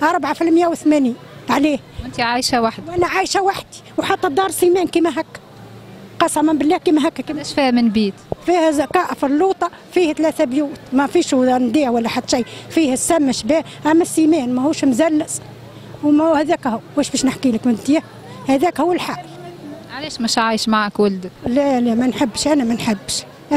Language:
Tunisian Arabic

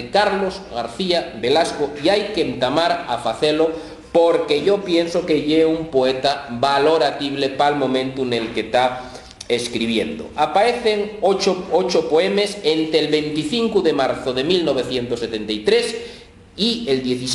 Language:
Asturian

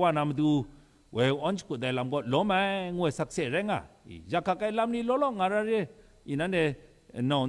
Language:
Kachin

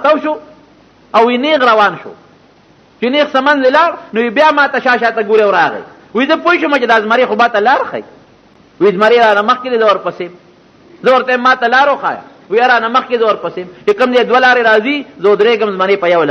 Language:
Pashto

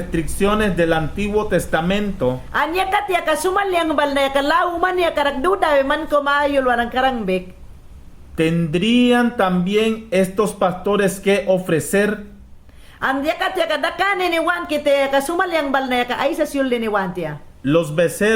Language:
Mayangna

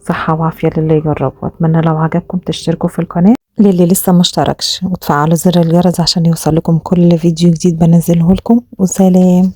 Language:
Egyptian Arabic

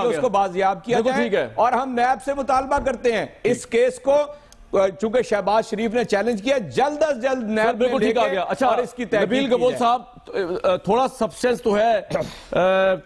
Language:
Urdu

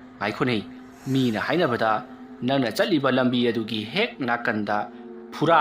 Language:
Manipuri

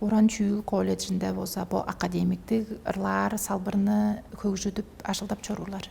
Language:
Tuvinian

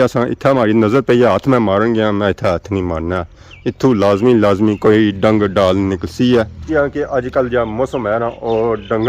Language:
Pahari-Potwari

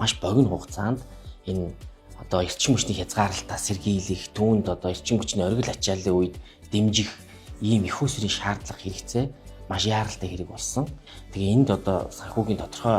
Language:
Mongolian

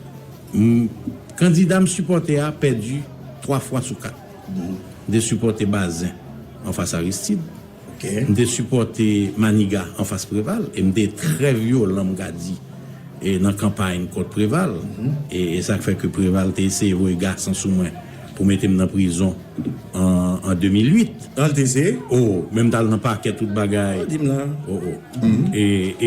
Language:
Haitian Creole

